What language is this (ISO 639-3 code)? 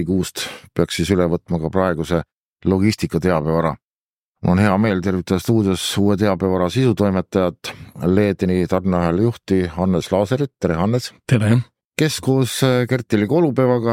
est